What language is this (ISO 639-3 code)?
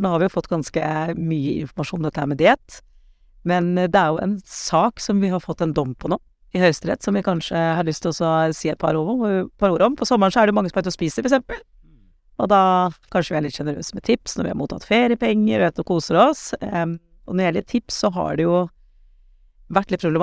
nor